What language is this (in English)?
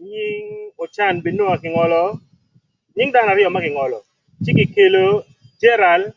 Acoli